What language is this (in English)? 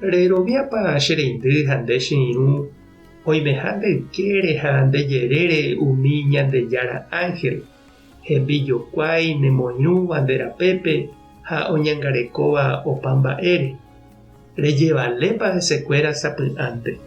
Guarani